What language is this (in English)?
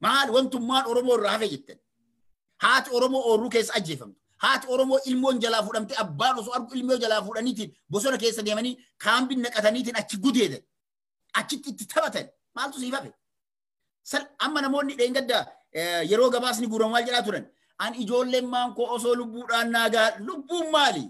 Oromo